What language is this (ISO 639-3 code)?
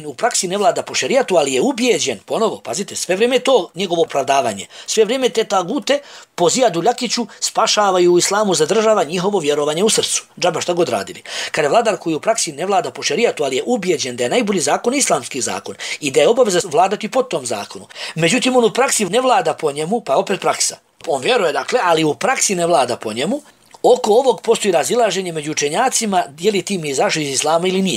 bos